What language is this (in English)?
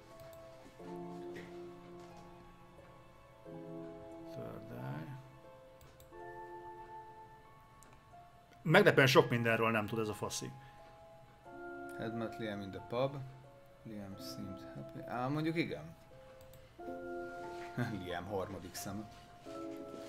Hungarian